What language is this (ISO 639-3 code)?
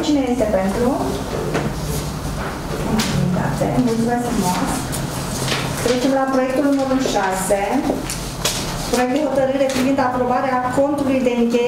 ron